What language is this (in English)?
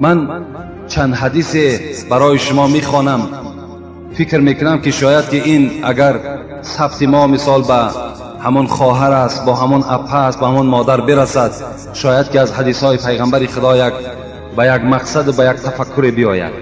Tajik